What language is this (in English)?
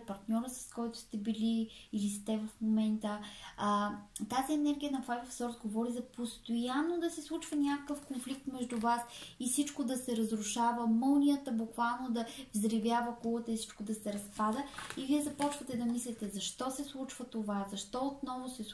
Bulgarian